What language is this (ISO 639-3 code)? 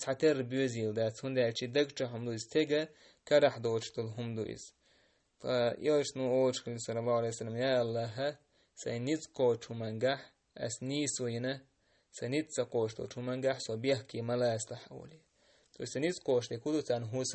che